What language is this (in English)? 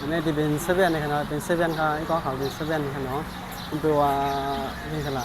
Shan